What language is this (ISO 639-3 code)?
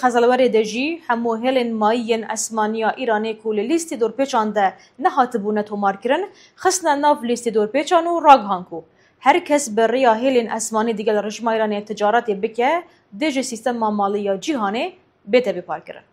kur